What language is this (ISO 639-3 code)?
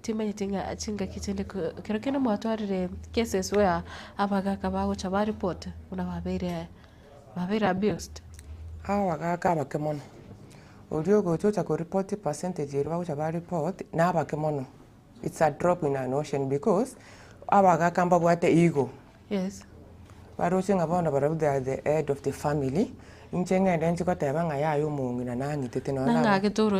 guz